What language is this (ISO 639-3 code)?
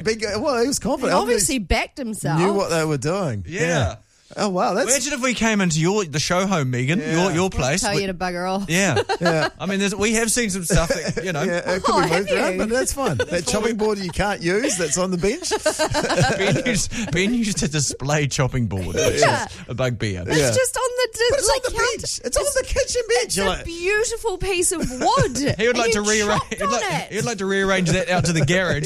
eng